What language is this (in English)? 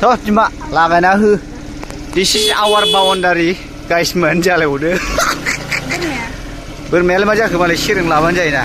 Bodo